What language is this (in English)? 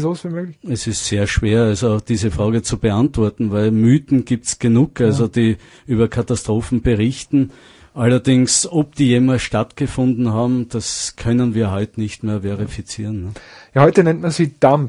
German